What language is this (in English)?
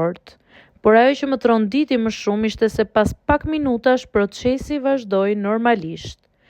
Albanian